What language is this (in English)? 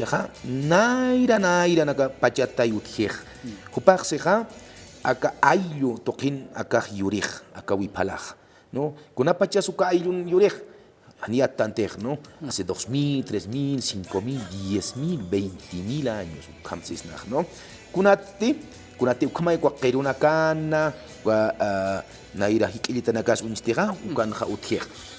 Aymara